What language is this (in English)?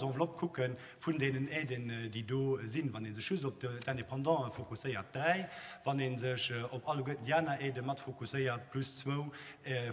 Luxembourgish